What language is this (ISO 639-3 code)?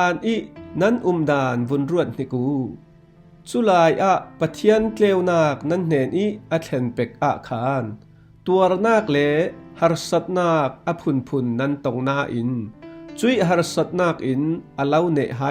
cfm